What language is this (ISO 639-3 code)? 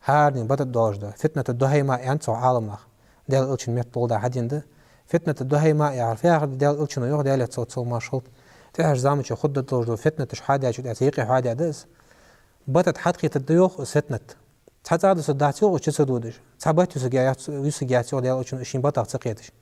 inh